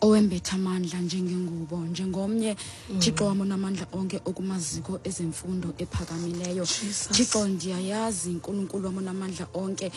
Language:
Xhosa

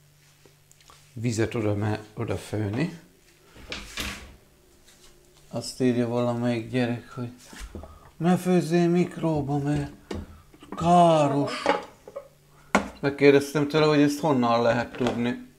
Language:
Hungarian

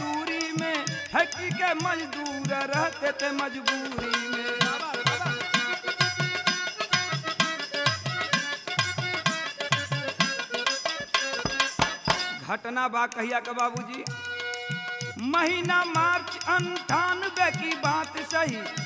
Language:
Bhojpuri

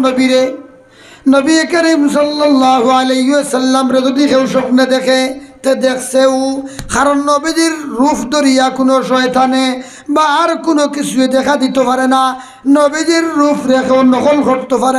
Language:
Sylheti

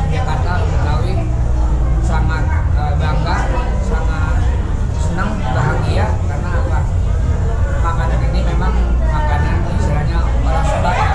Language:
Indonesian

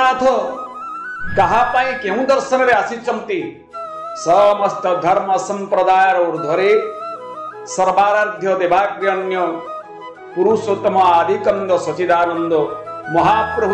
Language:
Odia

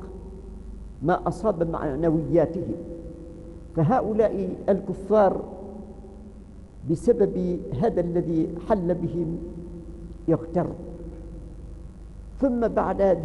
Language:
Arabic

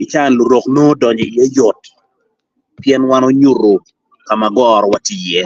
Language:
Acoli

